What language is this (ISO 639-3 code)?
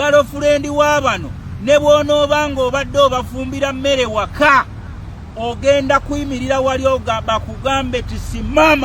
lug